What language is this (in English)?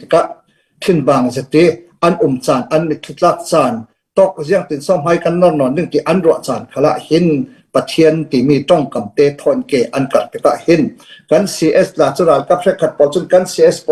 Falam Chin